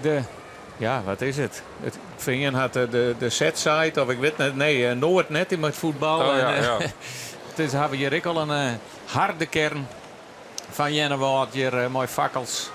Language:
Western Frisian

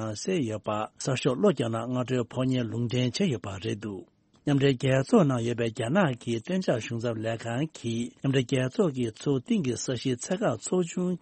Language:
Tibetan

